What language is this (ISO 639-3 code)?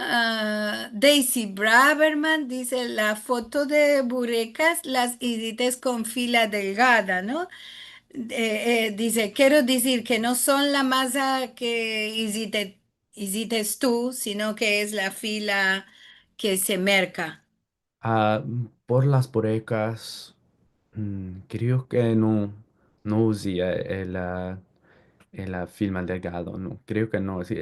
lad